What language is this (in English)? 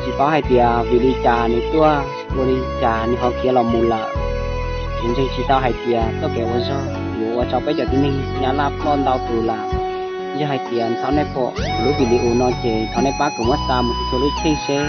Hmong